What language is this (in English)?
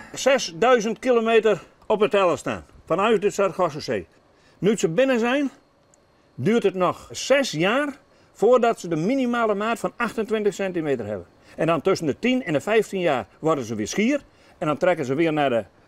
Western Frisian